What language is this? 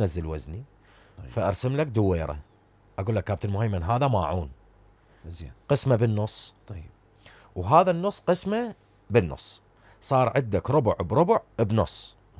Mesopotamian Arabic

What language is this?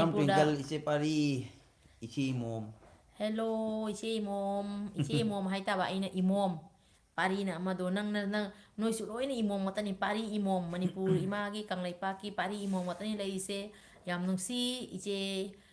Manipuri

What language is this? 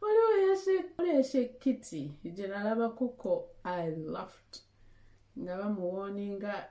Ganda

